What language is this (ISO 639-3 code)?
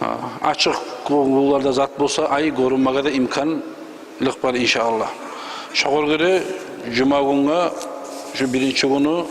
kum